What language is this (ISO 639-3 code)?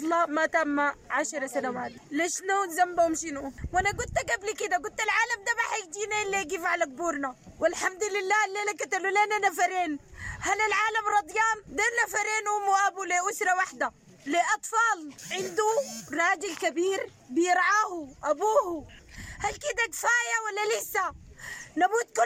apd